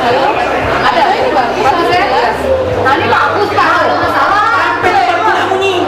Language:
Musi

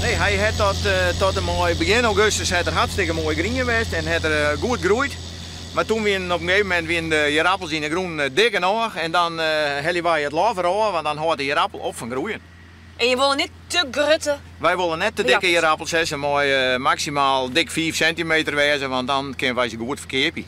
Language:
Western Frisian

